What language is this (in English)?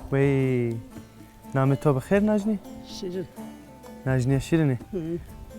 Zaza